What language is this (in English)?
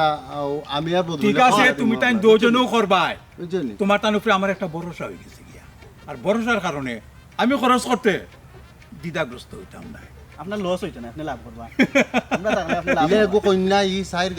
Sylheti